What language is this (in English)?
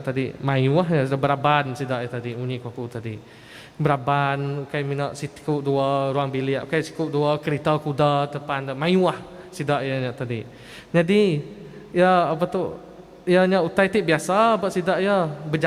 Iban